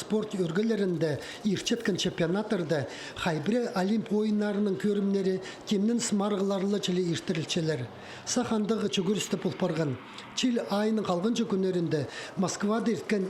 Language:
Khakas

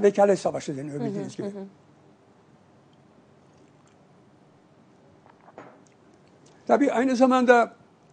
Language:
Turkish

